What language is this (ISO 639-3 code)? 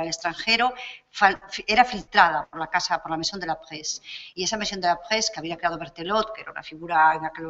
spa